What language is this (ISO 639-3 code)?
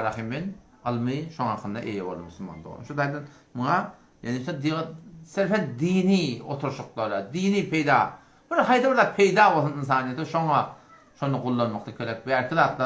tuk